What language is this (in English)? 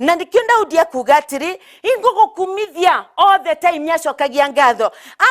Meru